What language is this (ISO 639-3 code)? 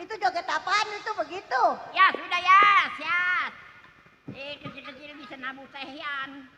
bew